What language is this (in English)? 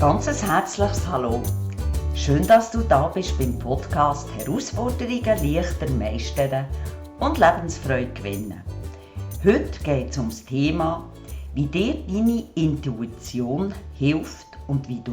Swiss German